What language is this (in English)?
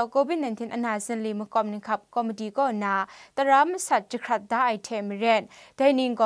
Kachin